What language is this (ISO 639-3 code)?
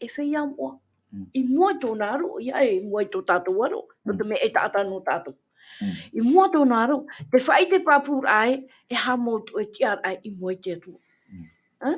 tah